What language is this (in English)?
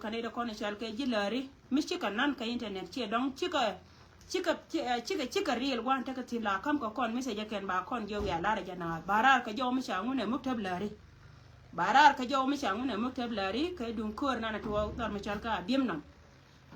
Nuer